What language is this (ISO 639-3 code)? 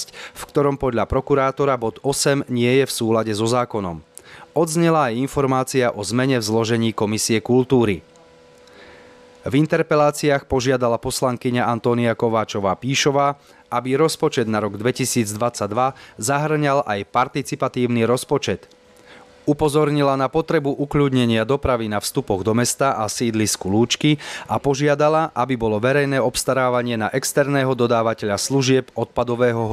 slk